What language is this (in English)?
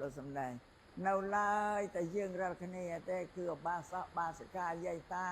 Khmer